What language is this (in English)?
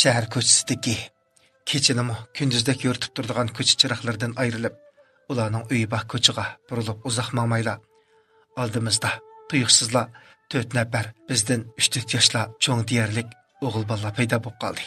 Uyghur